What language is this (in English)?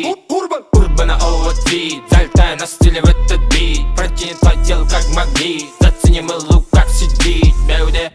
Kazakh